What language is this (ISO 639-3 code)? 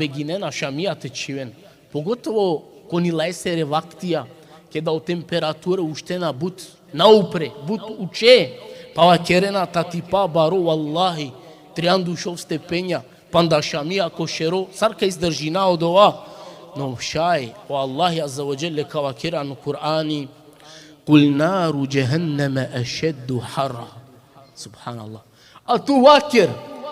rmn